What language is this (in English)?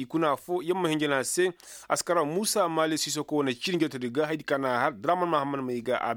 Koyraboro Senni